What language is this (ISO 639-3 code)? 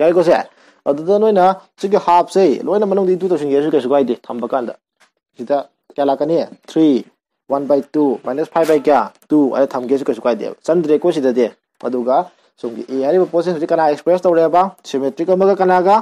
mni